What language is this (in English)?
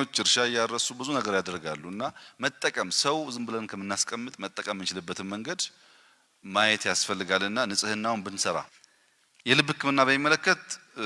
Amharic